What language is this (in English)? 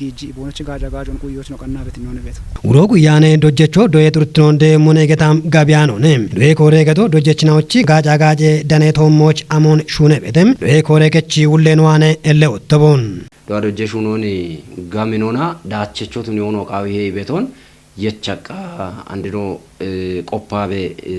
Kafa